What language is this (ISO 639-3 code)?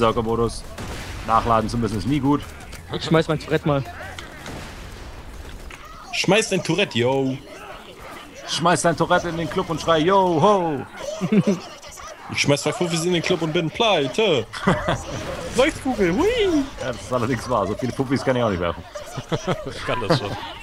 deu